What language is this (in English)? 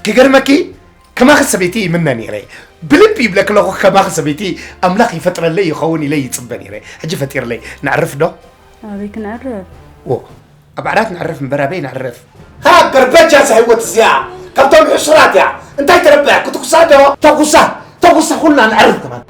Tigrinya